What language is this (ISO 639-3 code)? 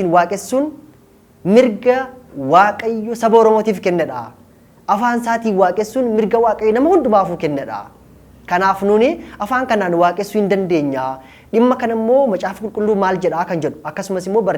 orm